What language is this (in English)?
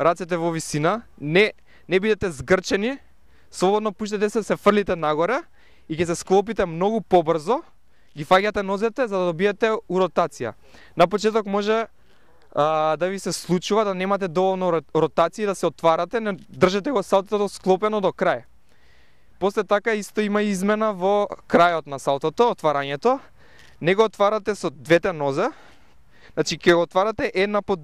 Macedonian